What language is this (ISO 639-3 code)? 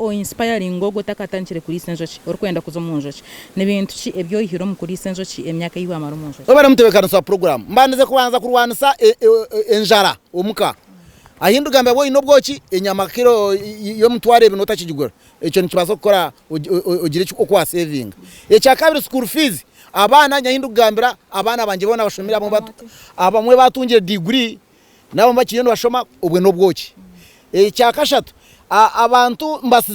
nyn